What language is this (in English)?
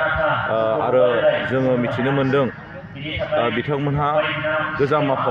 Bodo